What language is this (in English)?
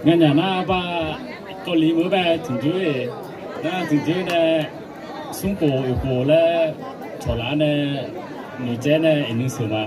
Akha